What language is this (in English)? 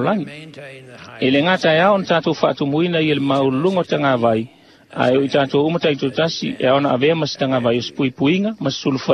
Samoan